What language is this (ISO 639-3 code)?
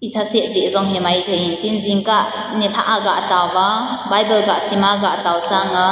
tcz